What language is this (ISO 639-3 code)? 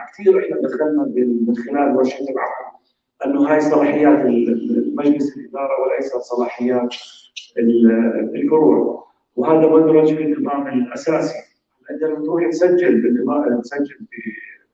apc